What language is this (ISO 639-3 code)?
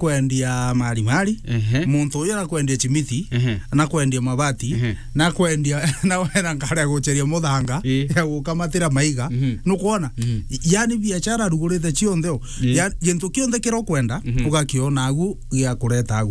mer